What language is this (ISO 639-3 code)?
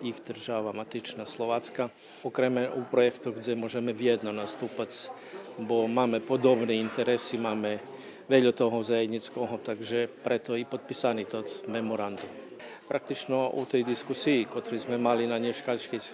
rue